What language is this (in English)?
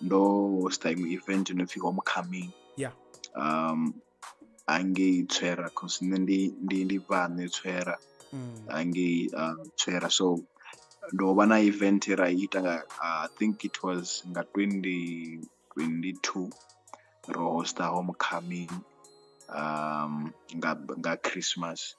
Venda